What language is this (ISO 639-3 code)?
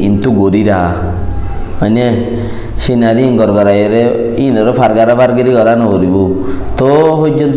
rhg